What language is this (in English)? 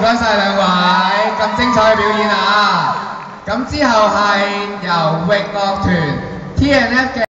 Cantonese